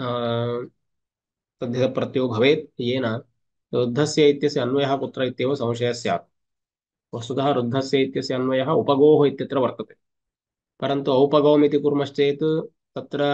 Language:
Sanskrit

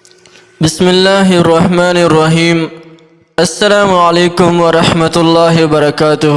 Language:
Pashto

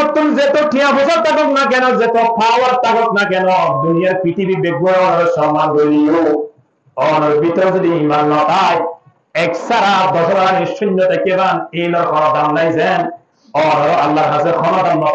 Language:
Rohingya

